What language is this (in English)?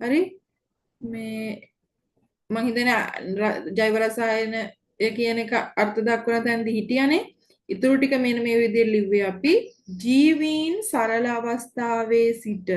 Sinhala